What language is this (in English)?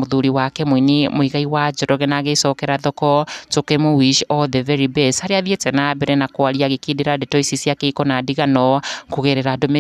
Kikuyu